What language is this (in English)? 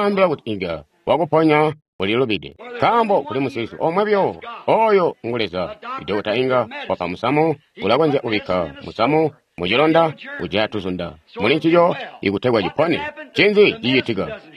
Tonga (Zambia)